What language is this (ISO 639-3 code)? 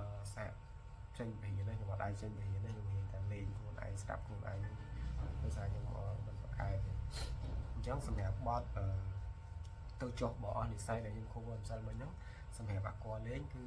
khm